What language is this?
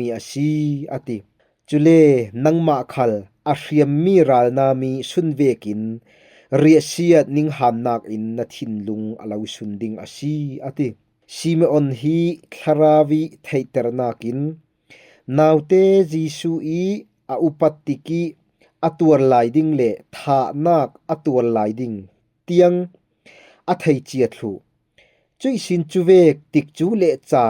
Falam Chin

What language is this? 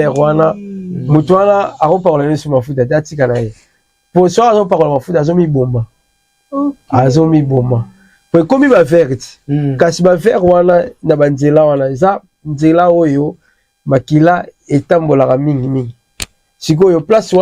Lingala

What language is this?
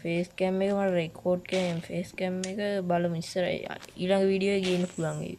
Sinhala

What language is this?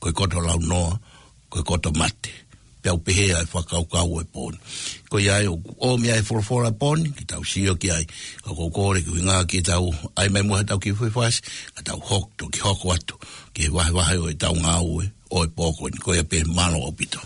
Tongan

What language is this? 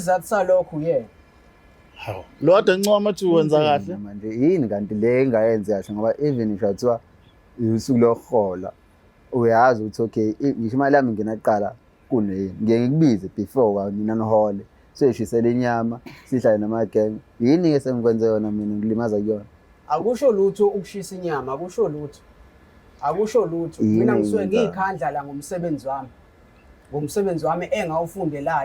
Zulu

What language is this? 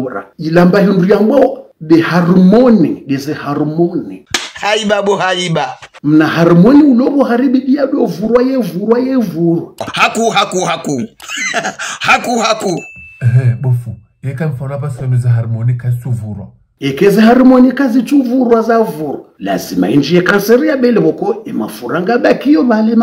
Ngazidja Comorian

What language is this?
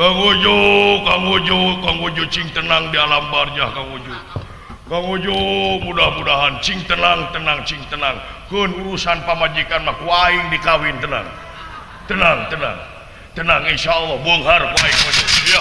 Sundanese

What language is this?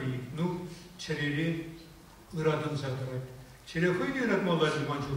Chuvash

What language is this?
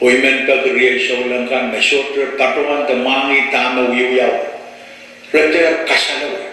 Pohnpeian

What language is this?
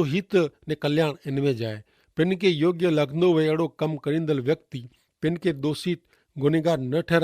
Kachhi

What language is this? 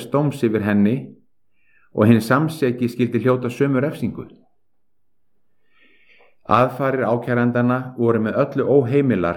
Icelandic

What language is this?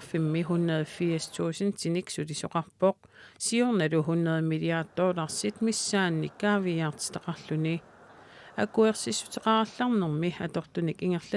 Kalaallisut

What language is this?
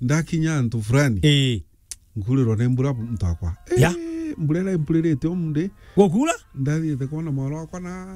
Meru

